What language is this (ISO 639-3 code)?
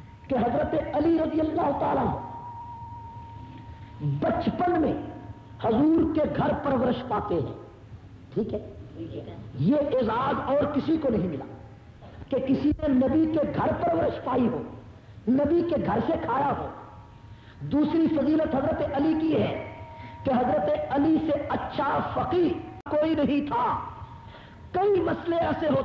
urd